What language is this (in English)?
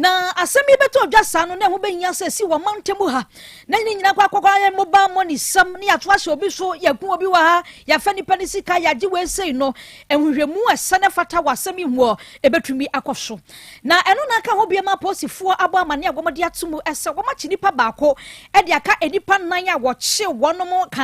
Akan